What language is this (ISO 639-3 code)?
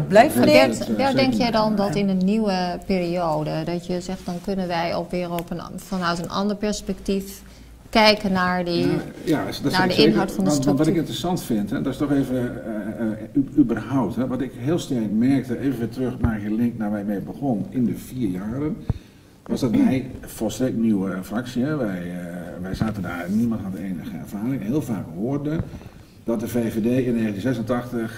nld